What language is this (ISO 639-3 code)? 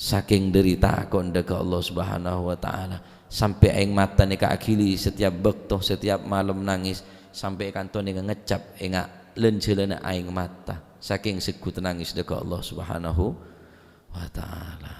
mad